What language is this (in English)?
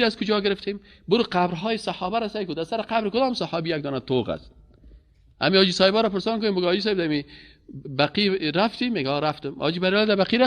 Persian